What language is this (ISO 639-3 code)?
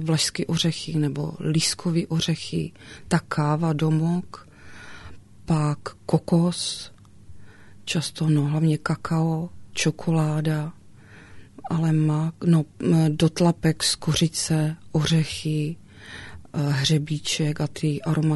ces